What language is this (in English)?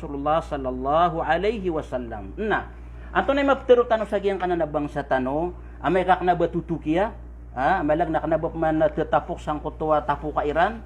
Maranao